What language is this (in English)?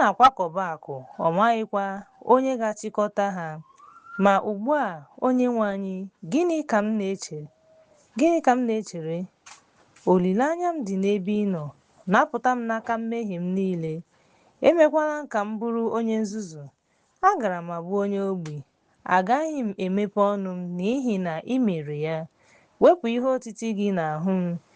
Igbo